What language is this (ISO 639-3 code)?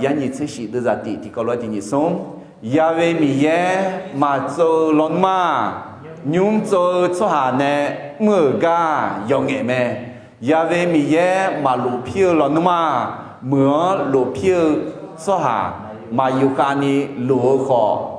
ahk